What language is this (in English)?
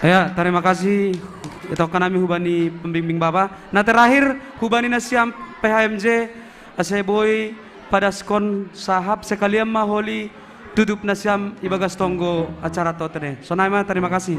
Batak Simalungun